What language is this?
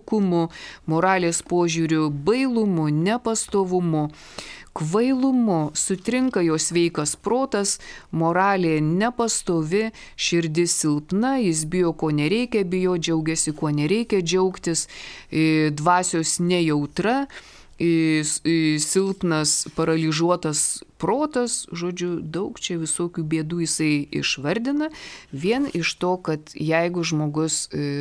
Lithuanian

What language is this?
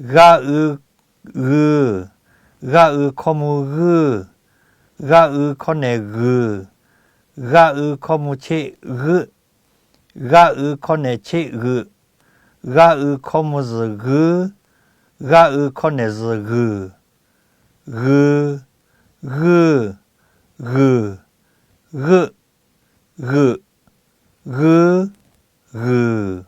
Lahu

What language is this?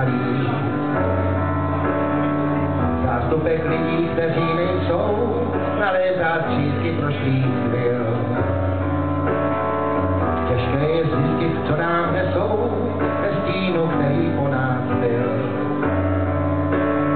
Czech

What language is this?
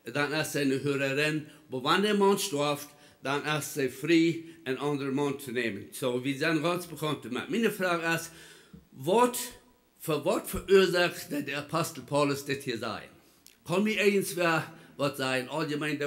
Plautdietsch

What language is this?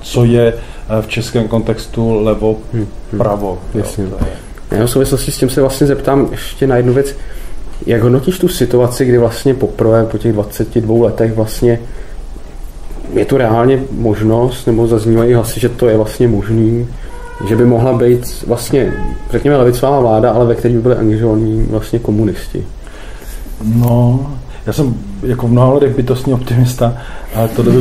Czech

